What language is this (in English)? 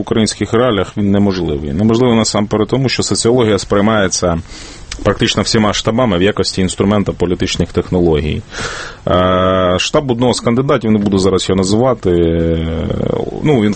Ukrainian